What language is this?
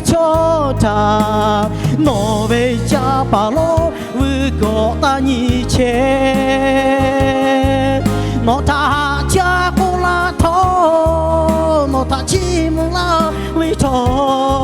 Lahu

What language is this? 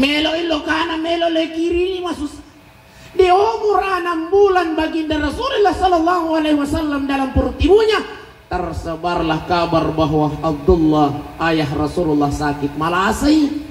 Buginese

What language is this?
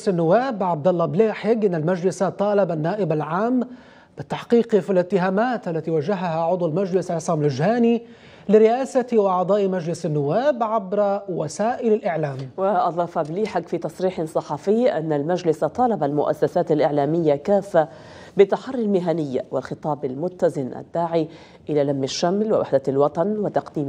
Arabic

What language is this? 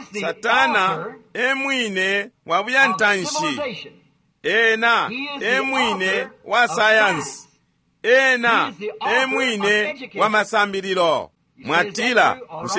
Bemba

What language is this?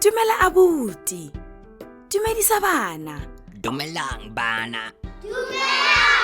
Tswana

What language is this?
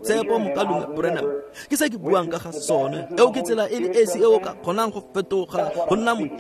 Tswana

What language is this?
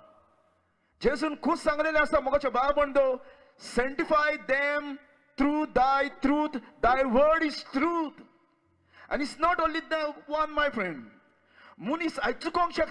Konkani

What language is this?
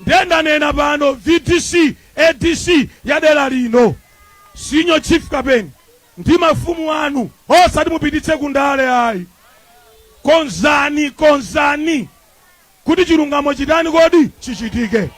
Nyanja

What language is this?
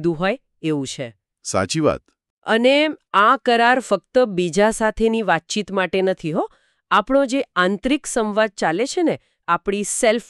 Gujarati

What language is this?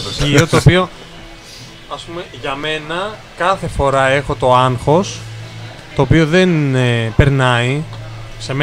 Greek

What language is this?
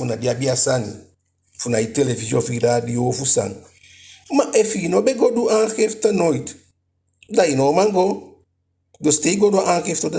Eastern Maroon Creole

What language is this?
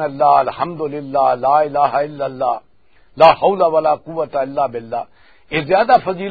Western Panjabi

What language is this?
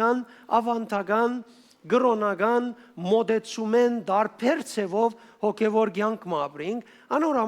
Western Armenian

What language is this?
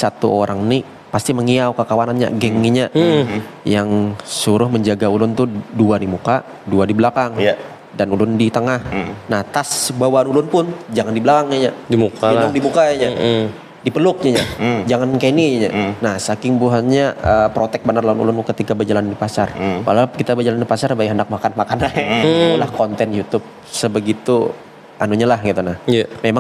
Banjar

